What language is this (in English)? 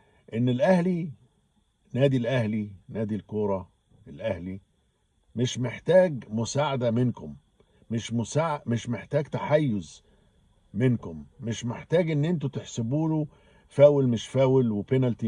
Egyptian Arabic